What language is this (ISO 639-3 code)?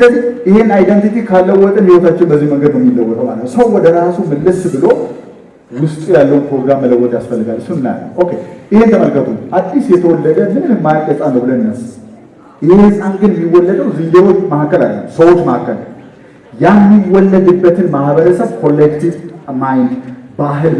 amh